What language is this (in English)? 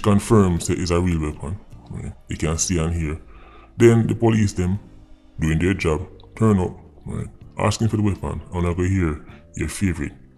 Jamaican Creole English